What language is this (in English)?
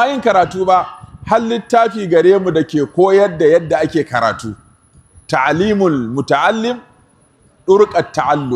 Hausa